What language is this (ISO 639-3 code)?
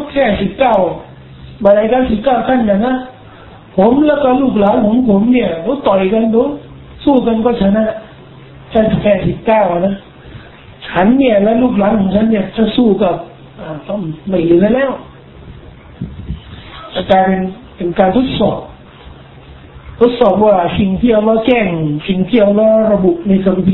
tha